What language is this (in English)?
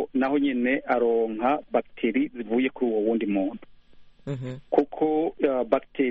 Kinyarwanda